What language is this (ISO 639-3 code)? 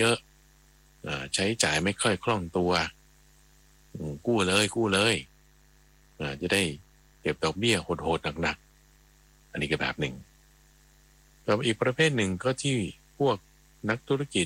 tha